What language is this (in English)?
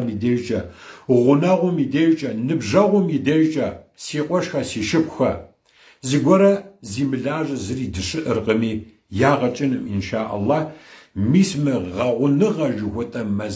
Kabardian